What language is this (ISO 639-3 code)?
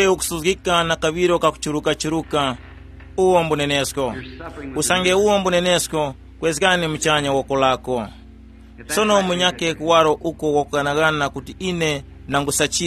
tum